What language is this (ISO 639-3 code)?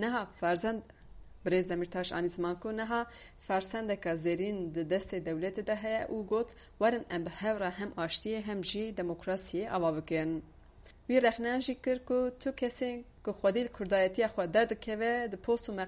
kur